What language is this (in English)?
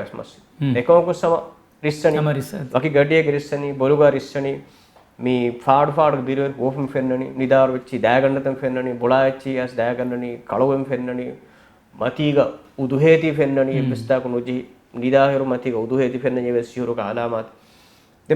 Divehi